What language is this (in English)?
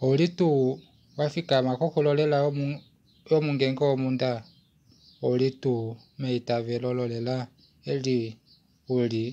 Kuanyama